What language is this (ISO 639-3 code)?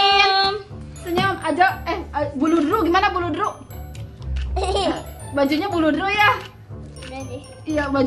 ind